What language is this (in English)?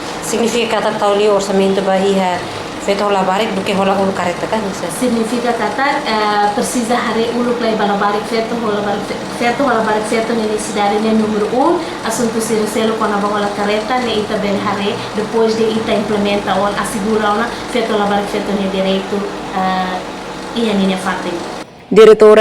Tetum